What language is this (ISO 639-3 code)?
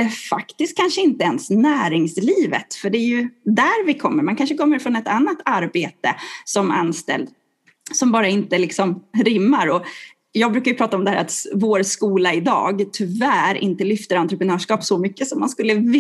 swe